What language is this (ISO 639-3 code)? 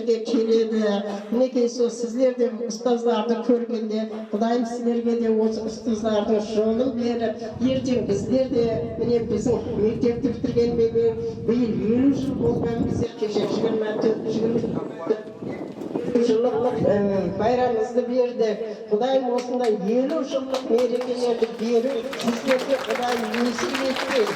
kaa